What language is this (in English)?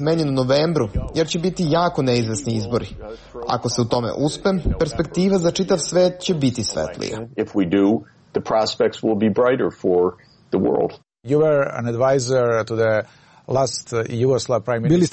Serbian